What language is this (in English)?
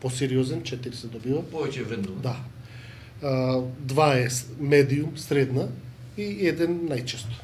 Macedonian